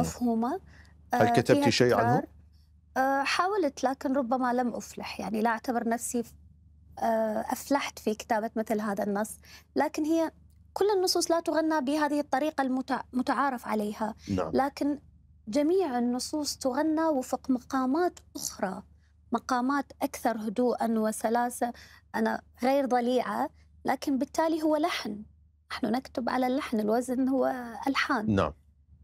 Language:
Mesopotamian Arabic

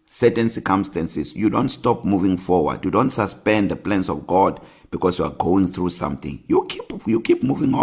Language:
English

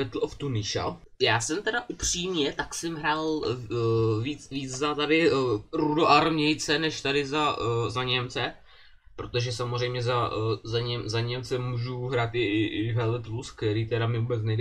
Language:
Czech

